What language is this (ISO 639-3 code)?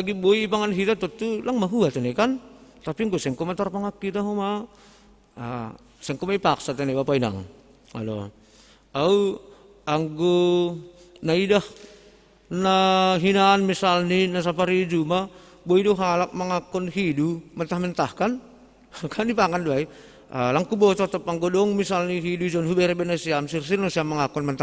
bts